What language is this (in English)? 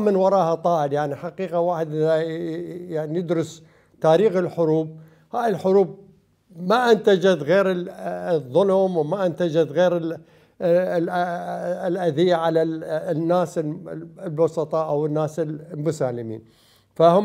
Mesopotamian Arabic